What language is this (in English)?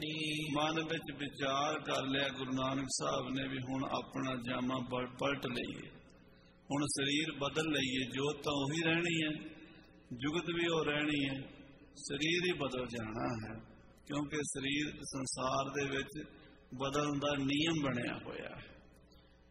Punjabi